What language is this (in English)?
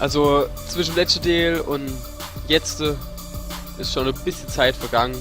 Palatine German